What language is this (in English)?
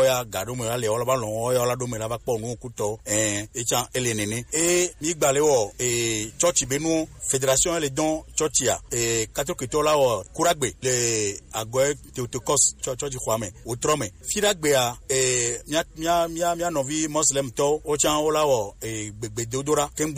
Gen